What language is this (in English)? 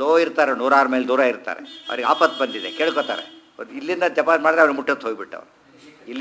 Kannada